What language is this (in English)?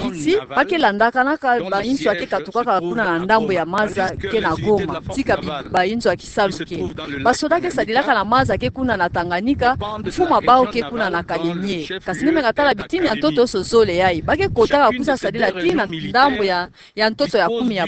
Kituba (Democratic Republic of Congo)